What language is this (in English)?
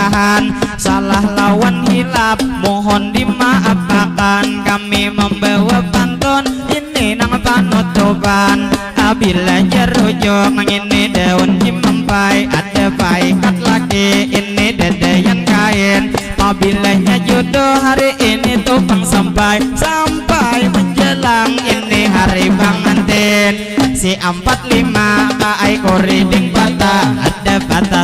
Banjar